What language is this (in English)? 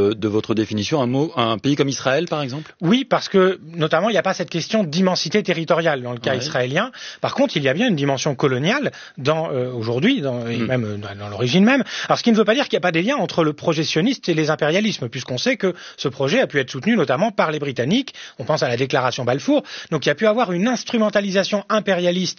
French